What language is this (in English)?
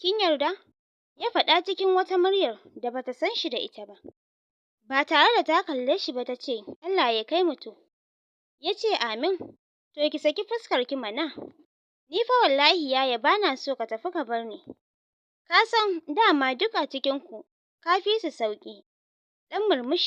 Hausa